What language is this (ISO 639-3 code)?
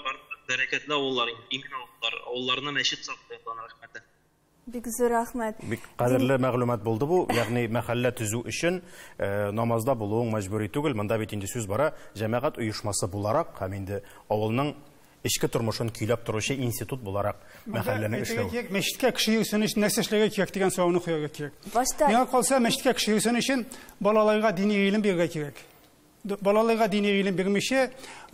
tat